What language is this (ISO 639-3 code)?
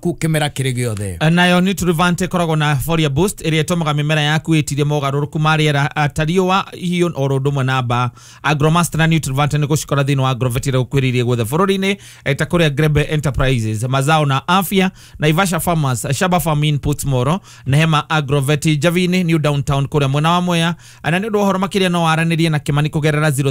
kik